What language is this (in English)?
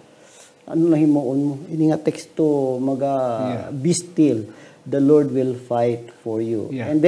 Hiligaynon